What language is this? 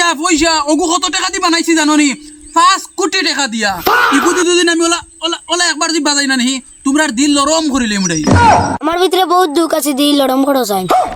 Sylheti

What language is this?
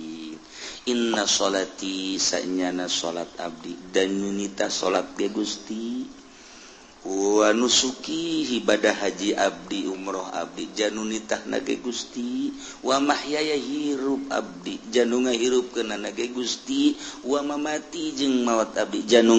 Sundanese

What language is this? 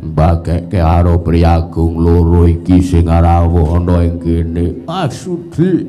Javanese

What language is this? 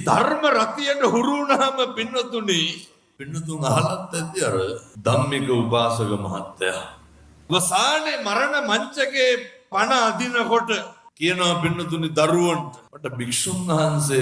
Sinhala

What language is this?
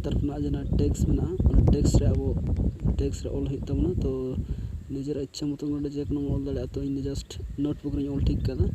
Santali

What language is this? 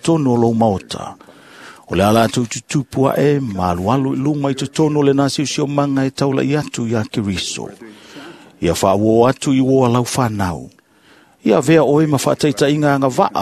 Samoan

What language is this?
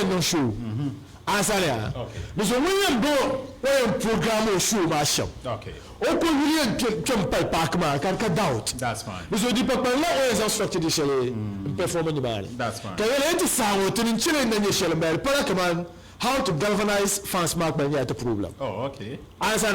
Dagbani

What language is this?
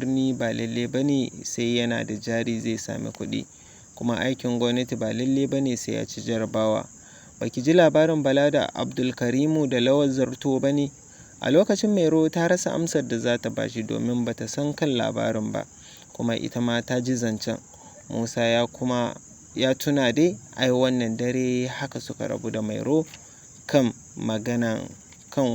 Hausa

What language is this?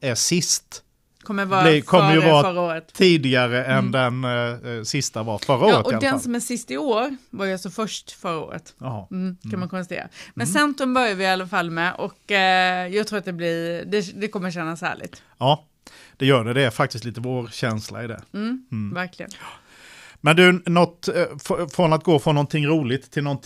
Swedish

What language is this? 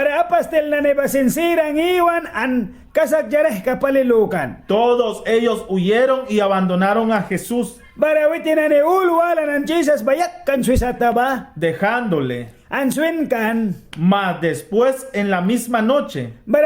Mískito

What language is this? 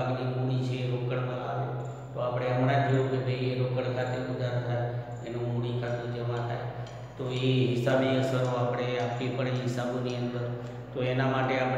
Gujarati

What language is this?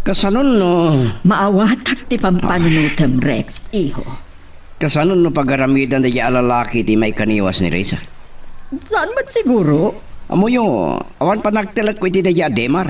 Iloko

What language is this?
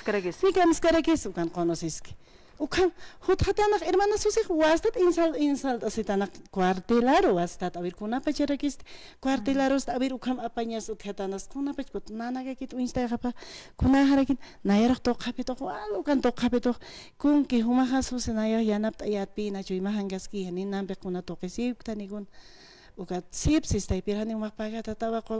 Aymara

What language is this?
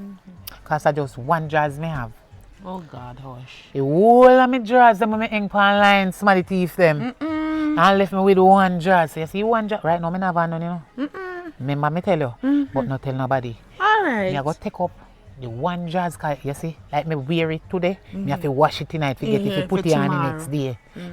Jamaican Creole English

